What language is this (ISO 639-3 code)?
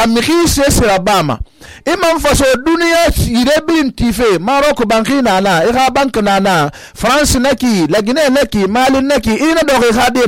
sus